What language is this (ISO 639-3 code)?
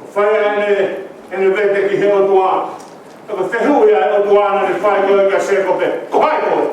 ton